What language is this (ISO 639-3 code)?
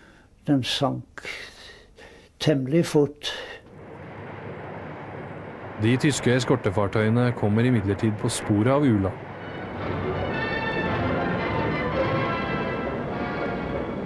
nor